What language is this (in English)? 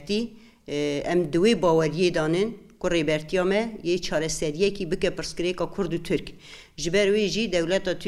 Kurdish